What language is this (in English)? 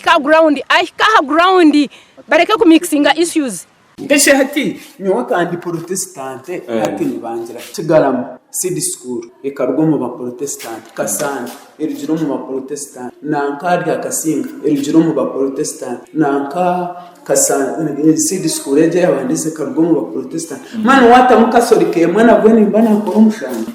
Nyankole